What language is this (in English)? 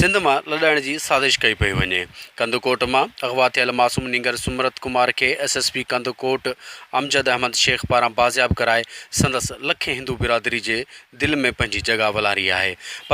Sindhi